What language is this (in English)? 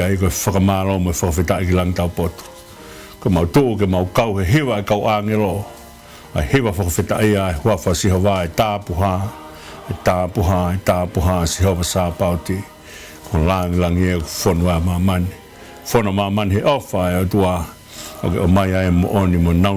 Tongan